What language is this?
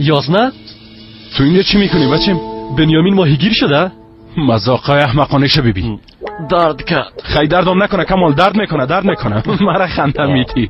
Persian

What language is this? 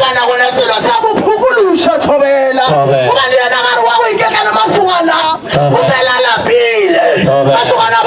Northern Sotho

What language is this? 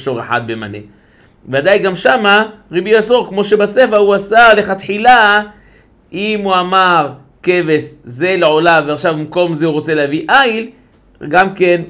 Hebrew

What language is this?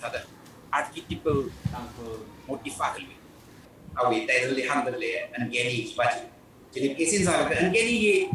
Tangkhul Naga (India)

